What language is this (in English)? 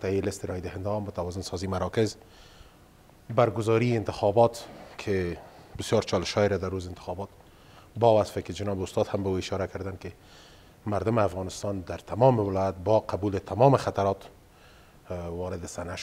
Persian